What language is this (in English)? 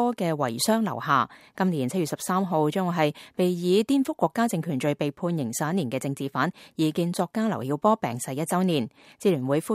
Cantonese